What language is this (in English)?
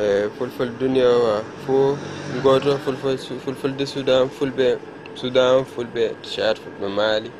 Fula